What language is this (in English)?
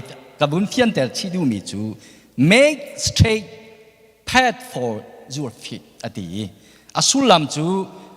Hakha Chin